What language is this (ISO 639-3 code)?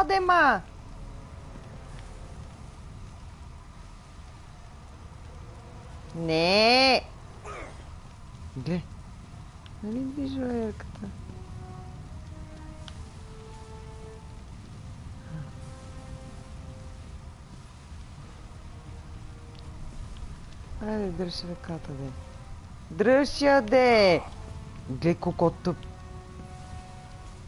bul